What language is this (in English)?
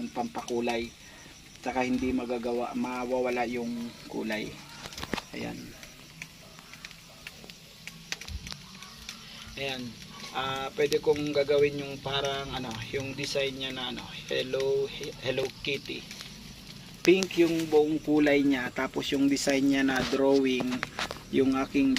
Filipino